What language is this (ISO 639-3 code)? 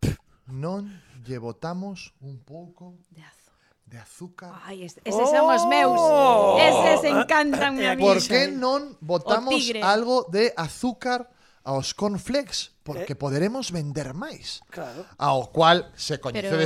glg